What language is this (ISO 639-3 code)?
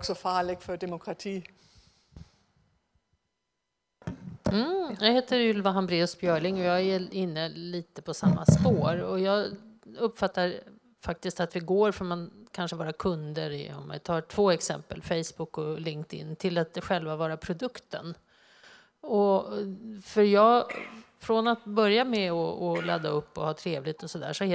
swe